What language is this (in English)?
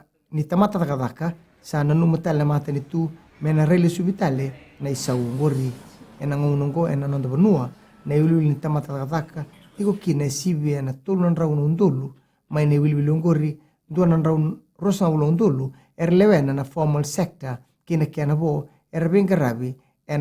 Fijian